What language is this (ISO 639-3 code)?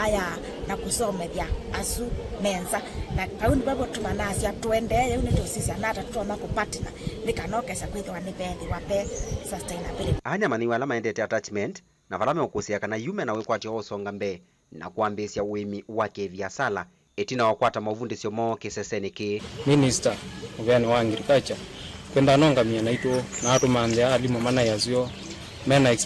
kam